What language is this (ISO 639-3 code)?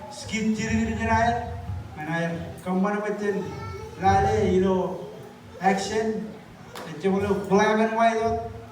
mah